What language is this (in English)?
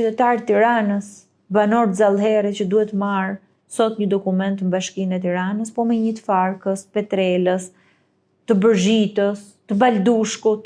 Albanian